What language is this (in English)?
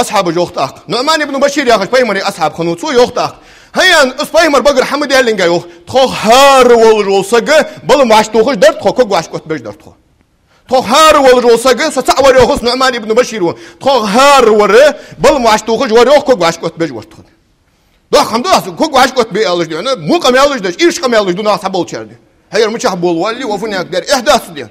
Ingush